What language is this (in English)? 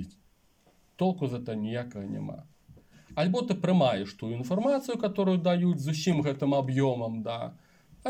Belarusian